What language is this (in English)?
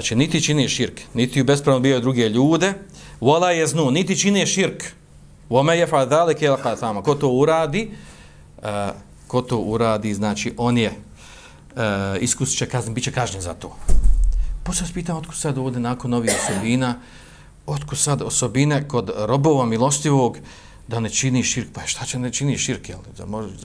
Bosnian